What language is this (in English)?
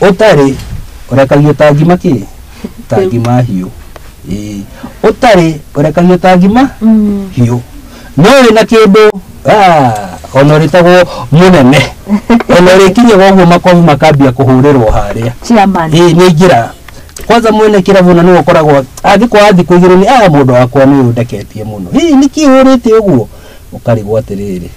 Kikuyu